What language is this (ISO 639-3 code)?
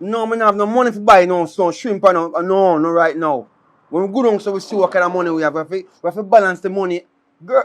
jam